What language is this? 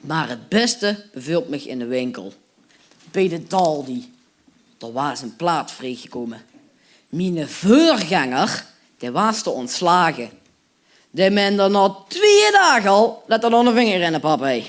Limburgish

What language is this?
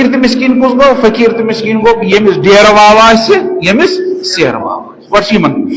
Kashmiri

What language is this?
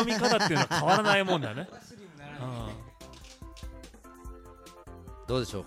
Japanese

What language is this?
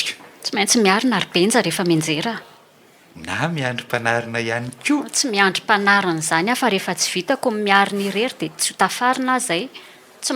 Malagasy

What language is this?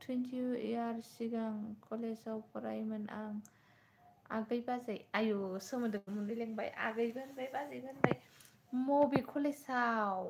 Bodo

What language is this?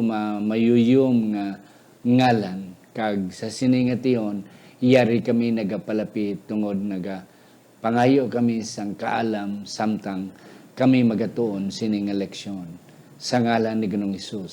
Hiligaynon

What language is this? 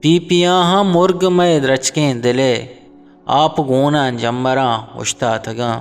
Eastern Balochi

